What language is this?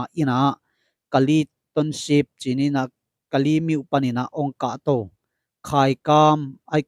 Tedim Chin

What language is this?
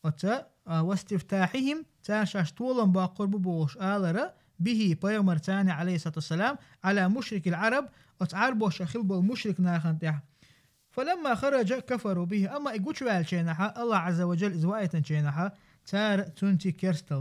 Chechen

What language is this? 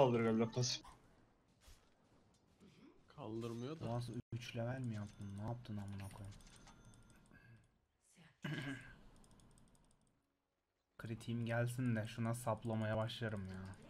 Turkish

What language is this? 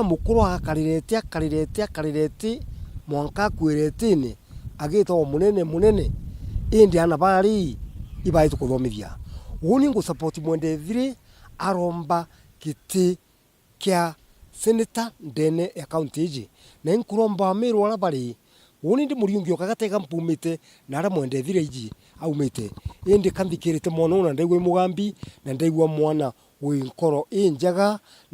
Meru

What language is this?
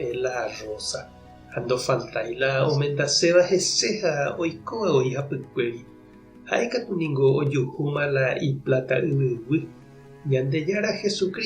Guarani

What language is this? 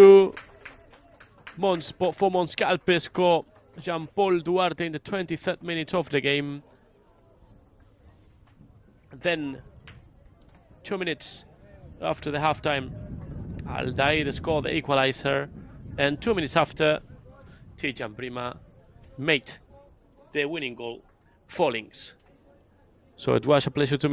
English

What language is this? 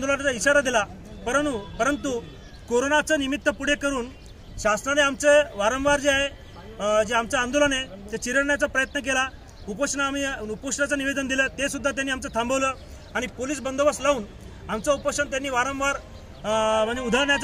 Marathi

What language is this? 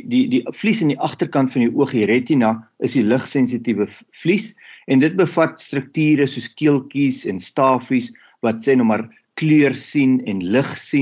Afrikaans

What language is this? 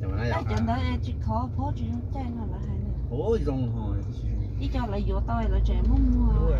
Hmong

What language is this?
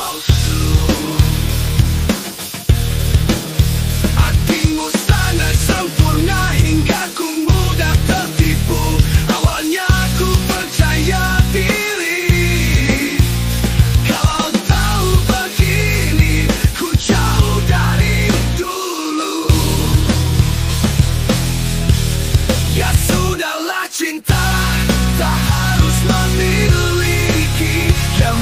Indonesian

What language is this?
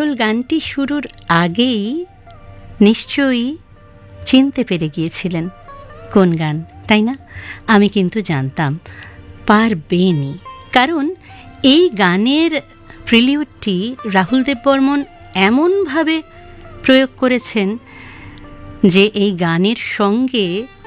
Bangla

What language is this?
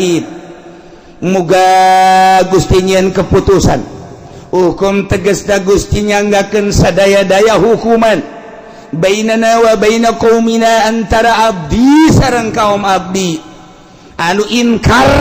Sundanese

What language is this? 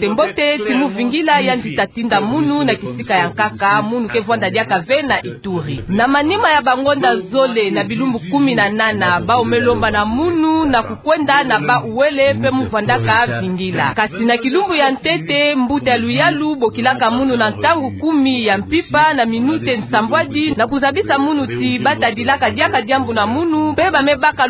Kituba (Democratic Republic of Congo)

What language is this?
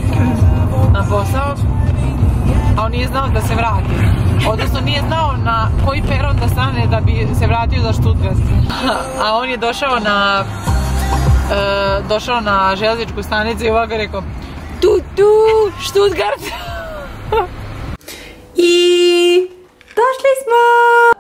Serbian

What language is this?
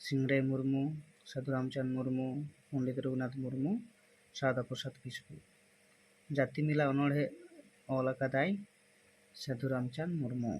Santali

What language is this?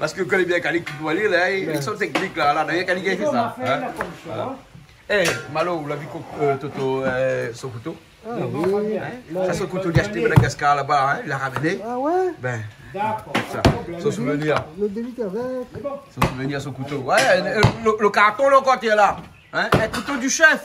Réunion Creole French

